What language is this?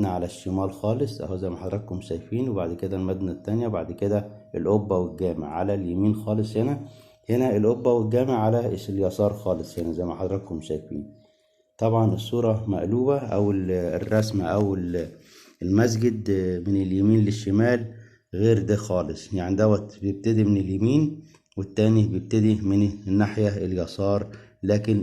Egyptian Arabic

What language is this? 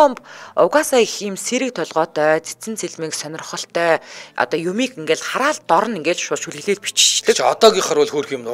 Mongolian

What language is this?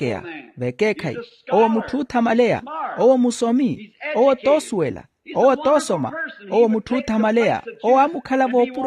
Makhuwa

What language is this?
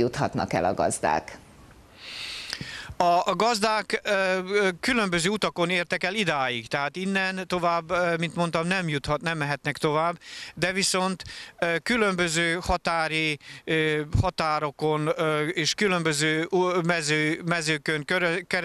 Hungarian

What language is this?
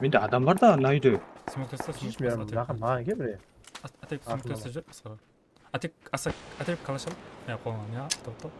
Kara-Kalpak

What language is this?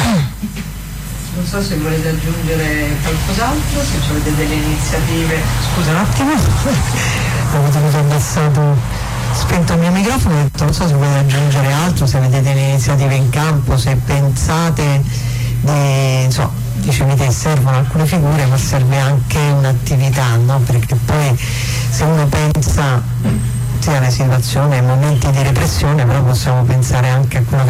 Italian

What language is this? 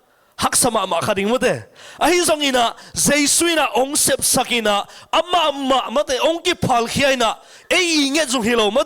Tedim Chin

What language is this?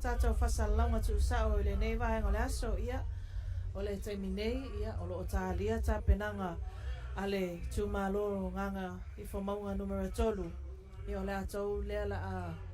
Samoan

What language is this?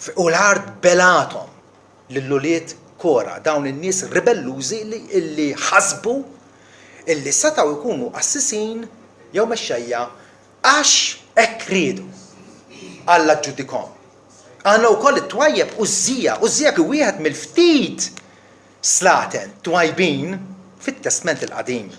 Maltese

